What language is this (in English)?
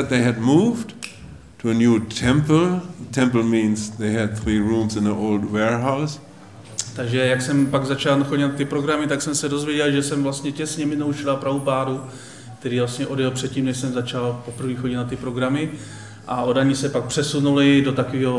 Czech